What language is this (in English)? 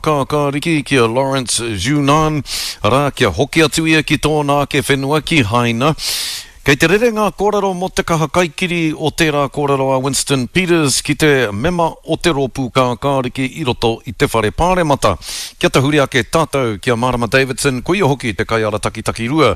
Māori